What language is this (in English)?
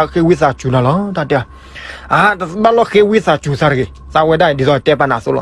S'gaw Karen